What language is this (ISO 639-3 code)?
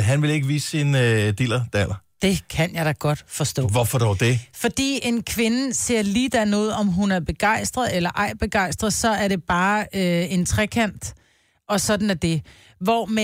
dan